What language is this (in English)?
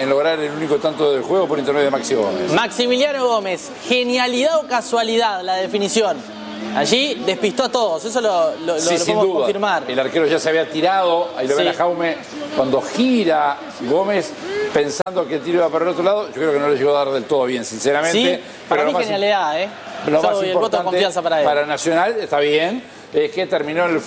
Spanish